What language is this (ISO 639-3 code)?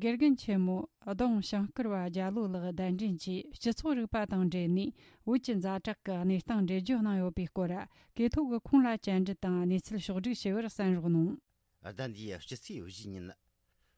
bod